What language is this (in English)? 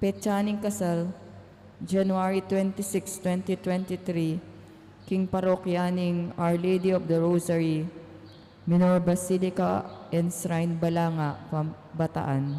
Pampanga